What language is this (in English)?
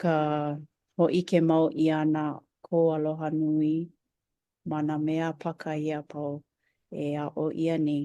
Hawaiian